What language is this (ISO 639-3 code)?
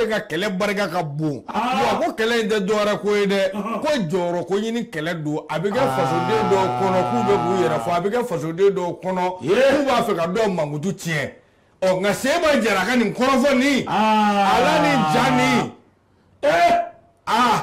bam